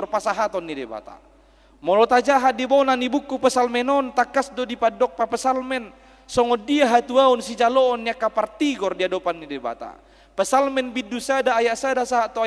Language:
Batak Toba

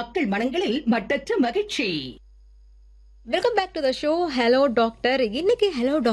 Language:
Tamil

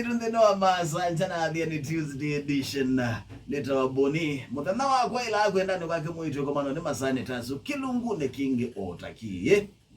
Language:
Kamba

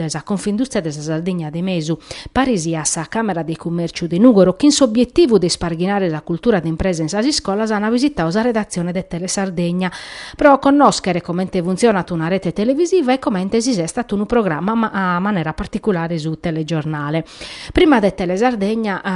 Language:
Sardinian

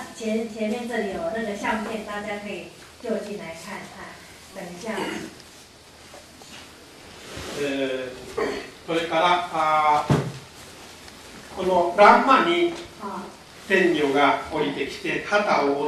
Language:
Chinese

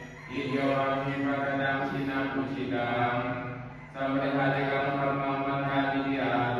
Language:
Pali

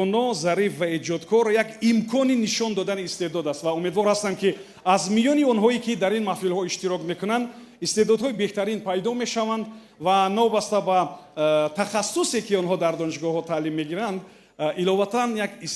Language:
Tajik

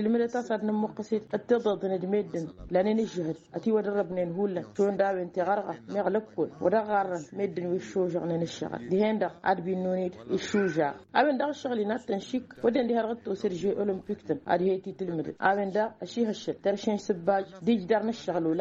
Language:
Tamasheq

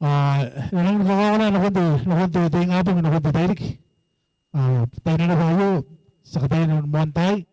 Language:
Gilbertese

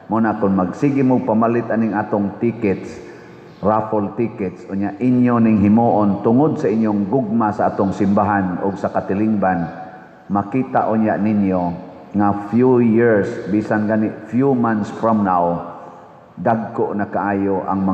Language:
Cebuano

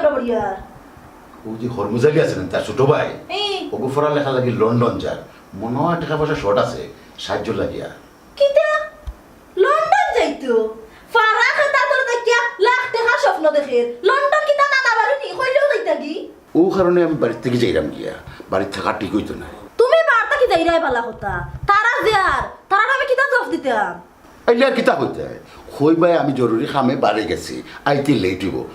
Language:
Sylheti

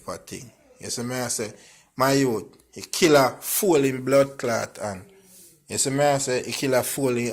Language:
Jamaican Creole English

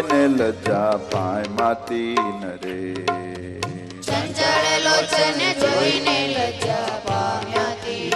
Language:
Gujarati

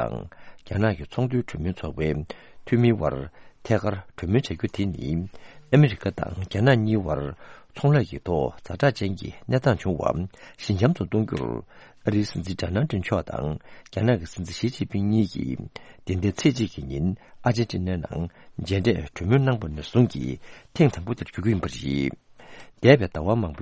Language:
Tibetan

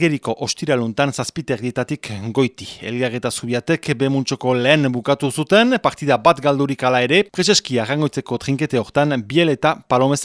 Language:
Basque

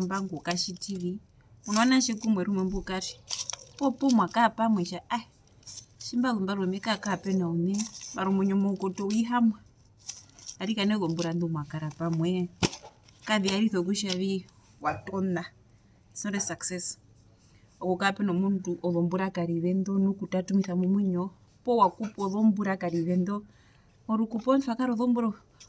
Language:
Herero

